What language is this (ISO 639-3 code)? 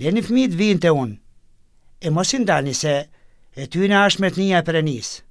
sqi